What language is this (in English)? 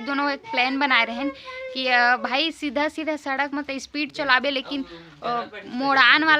Chhattisgarhi